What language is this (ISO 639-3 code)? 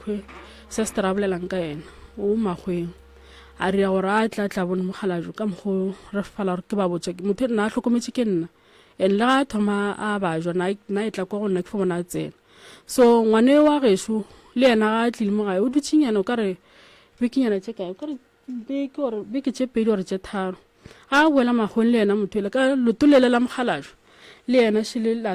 nso